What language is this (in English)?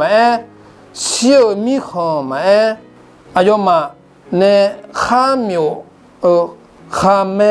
Akha